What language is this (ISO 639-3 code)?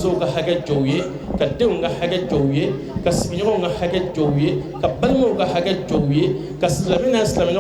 bam